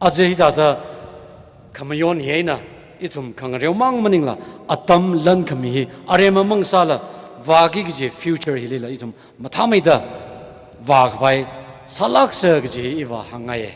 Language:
Tangkhul Naga (India)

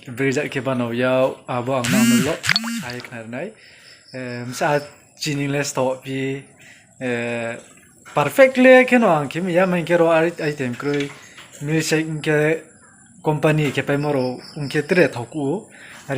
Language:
Riang (India)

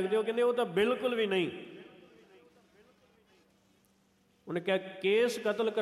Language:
Punjabi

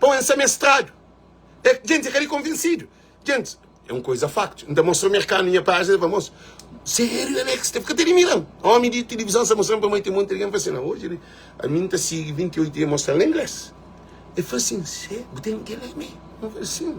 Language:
Kabuverdianu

